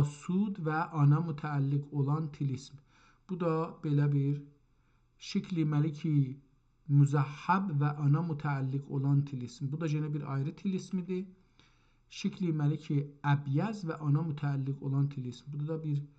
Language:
South Azerbaijani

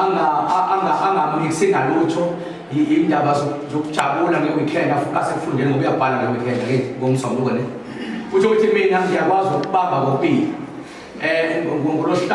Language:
Zulu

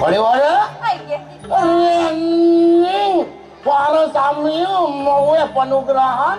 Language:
Balinese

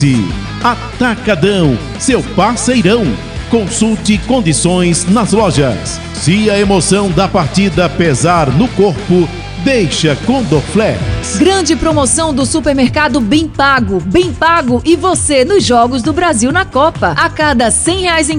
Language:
Portuguese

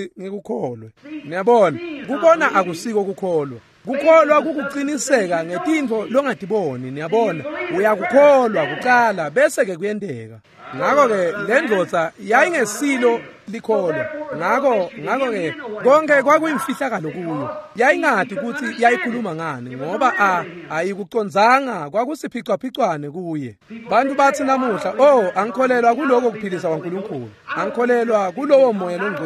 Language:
Swati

